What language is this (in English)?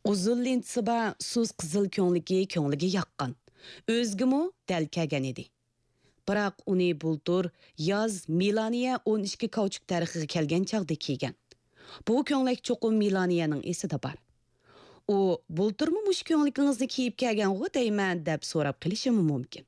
Uyghur